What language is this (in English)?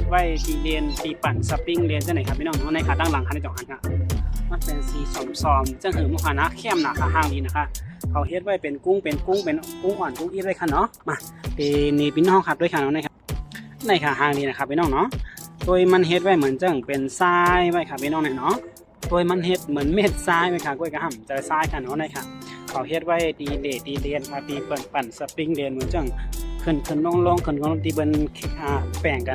Shan